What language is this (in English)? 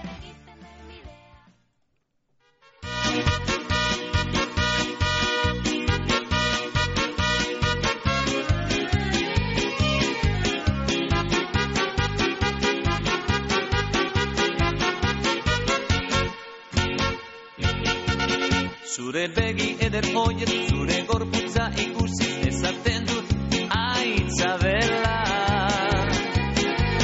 Basque